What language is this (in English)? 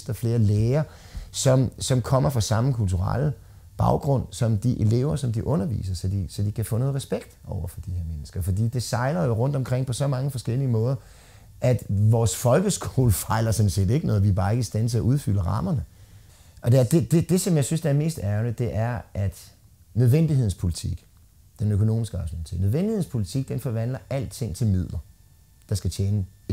Danish